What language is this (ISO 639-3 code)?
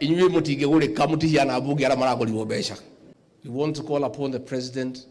mer